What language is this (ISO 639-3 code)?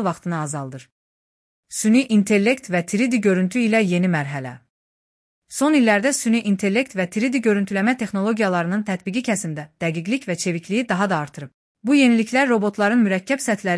aze